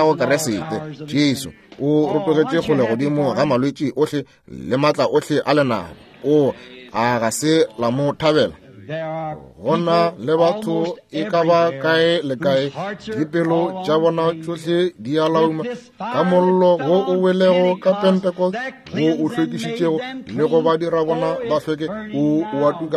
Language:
Northern Sotho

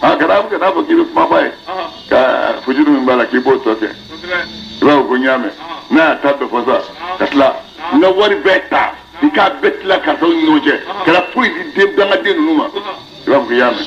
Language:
Bambara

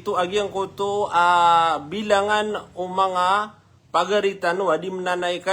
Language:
Maranao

